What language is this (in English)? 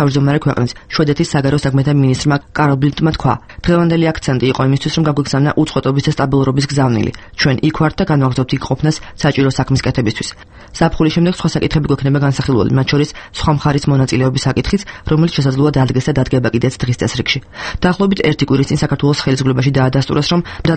Georgian